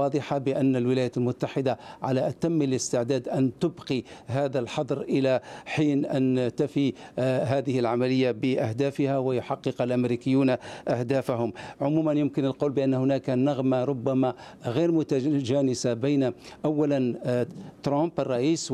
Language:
Arabic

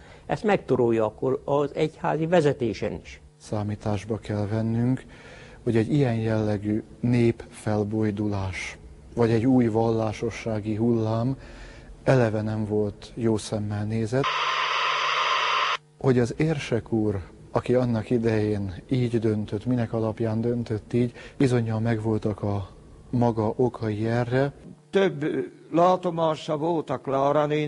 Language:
Hungarian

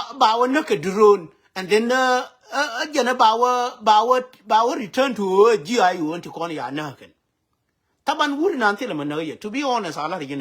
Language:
Nuer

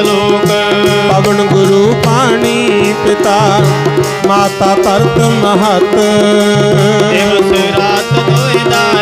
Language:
Punjabi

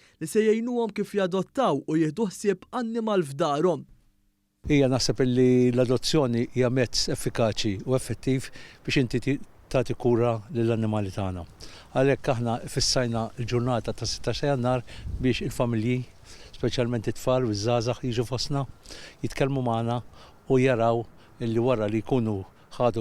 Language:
Maltese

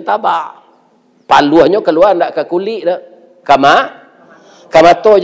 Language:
Minangkabau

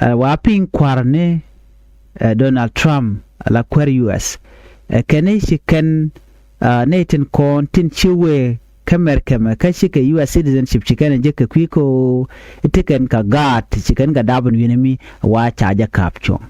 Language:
Nuer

